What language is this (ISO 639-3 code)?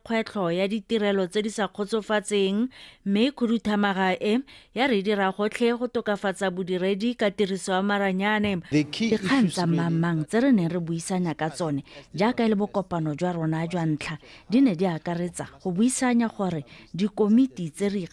tsn